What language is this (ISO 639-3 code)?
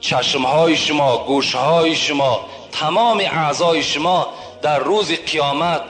tgk